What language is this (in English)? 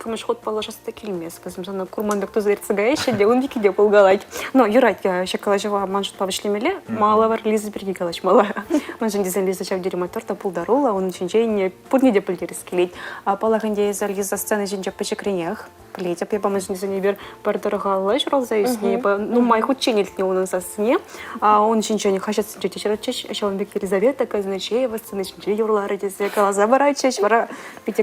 Chuvash